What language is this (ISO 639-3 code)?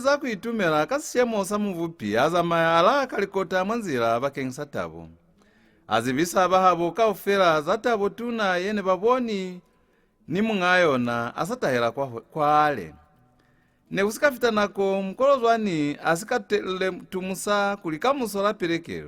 loz